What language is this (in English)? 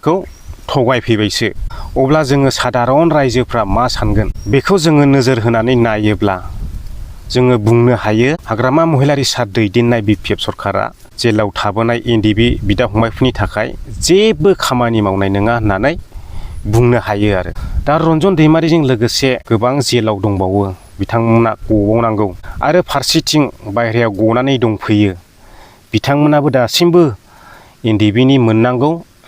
Bodo